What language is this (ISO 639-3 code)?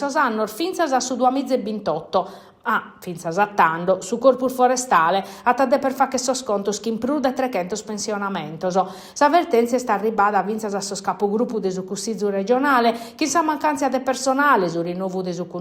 srd